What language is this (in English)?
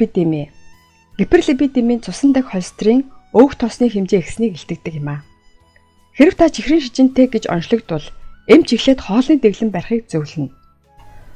Mongolian